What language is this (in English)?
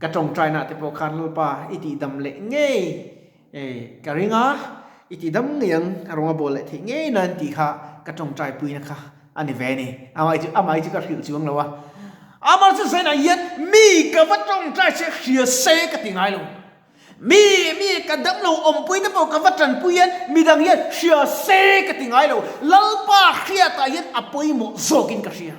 Mizo